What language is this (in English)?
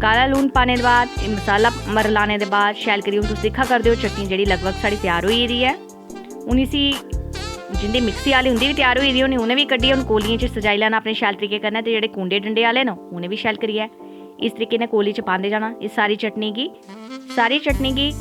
Dogri